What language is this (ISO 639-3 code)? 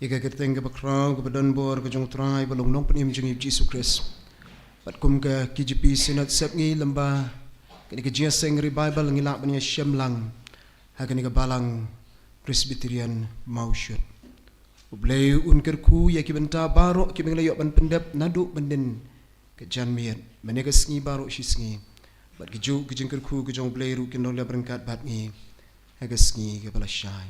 kha